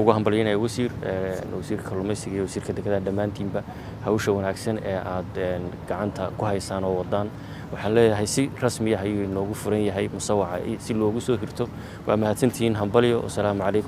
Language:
Somali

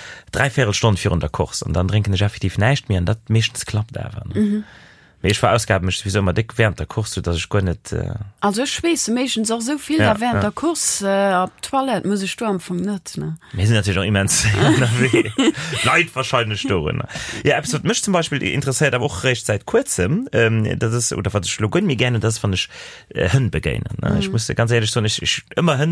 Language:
Luxembourgish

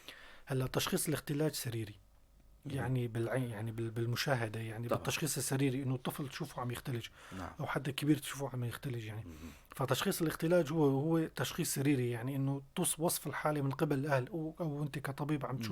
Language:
North Levantine Arabic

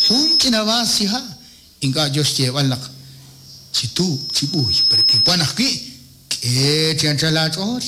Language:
Kekchí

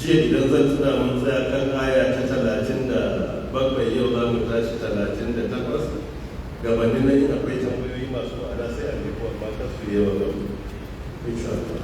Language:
Hausa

